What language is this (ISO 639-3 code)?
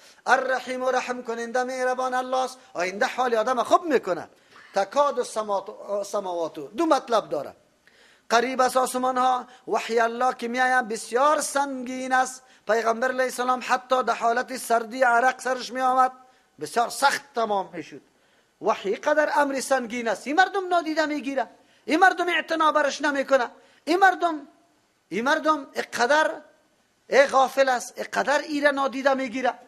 fas